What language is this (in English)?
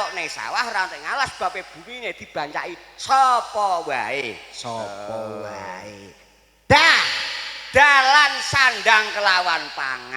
Javanese